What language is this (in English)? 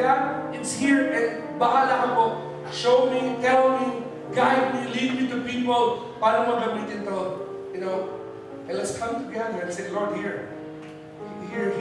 Filipino